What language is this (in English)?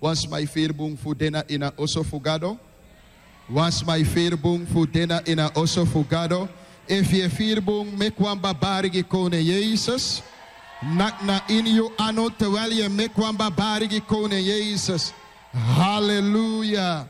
Sranan Tongo